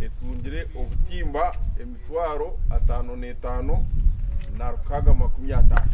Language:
Nyankole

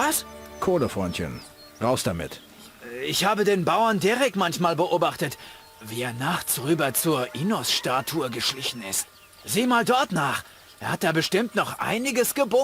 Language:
Bavarian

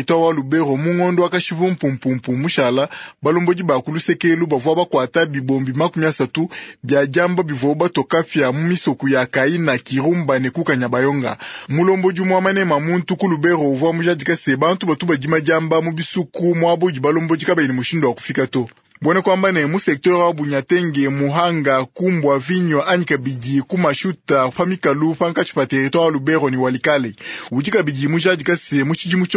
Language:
Luba-Lulua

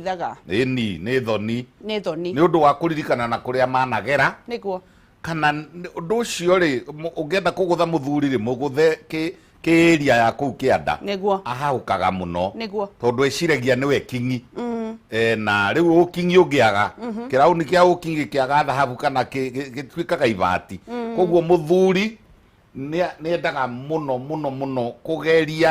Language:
Kikuyu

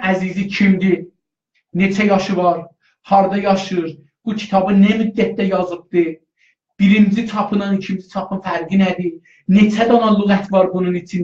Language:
South Azerbaijani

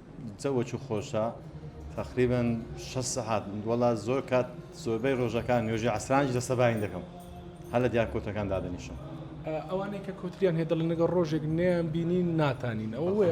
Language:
Central Kurdish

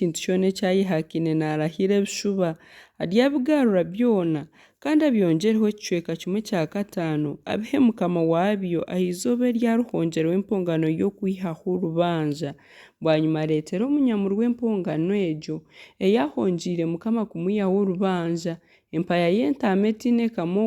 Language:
Nyankole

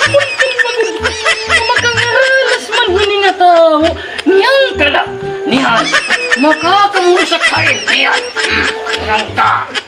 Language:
Waray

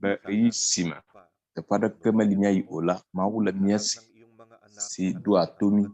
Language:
Ewe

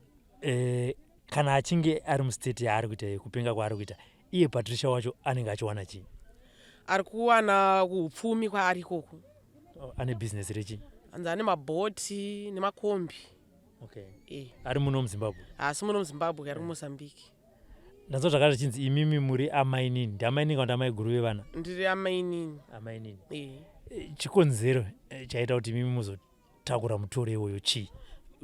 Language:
Shona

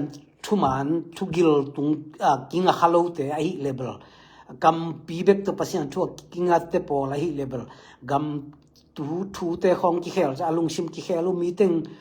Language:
Tedim Chin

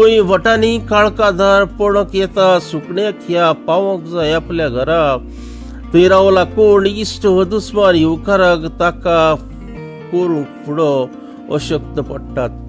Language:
Konkani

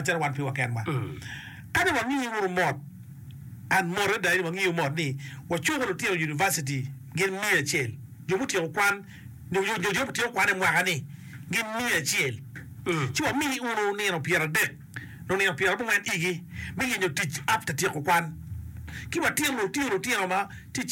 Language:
Acoli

